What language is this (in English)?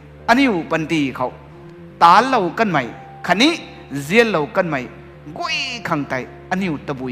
Rongmei Naga